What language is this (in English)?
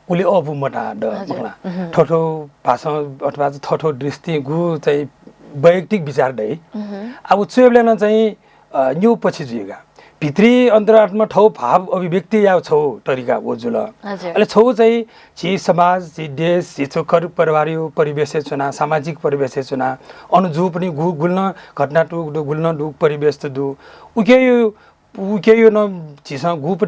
Newari